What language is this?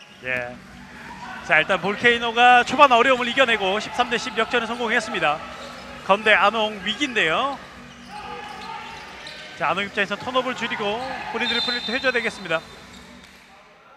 Korean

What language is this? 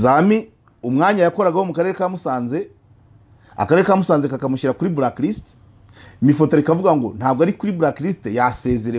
Kinyarwanda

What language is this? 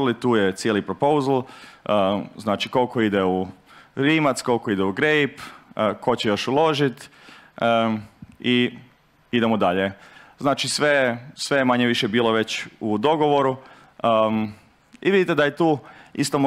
Croatian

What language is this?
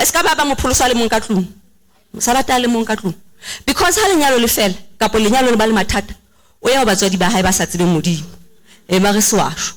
Southern Sotho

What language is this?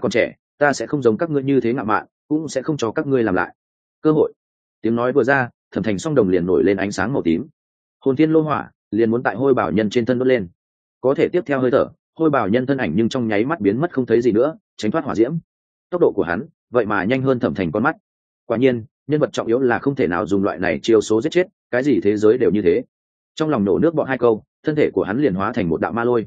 Vietnamese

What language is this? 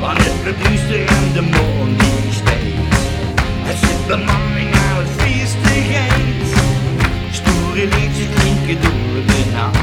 Limburgish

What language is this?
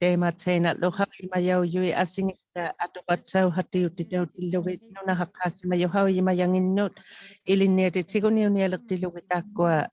Inuktitut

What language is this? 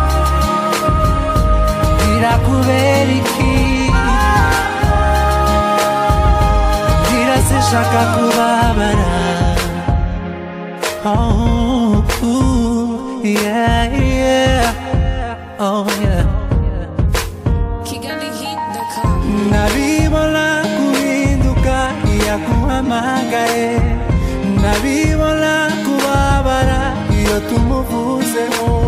Kinyarwanda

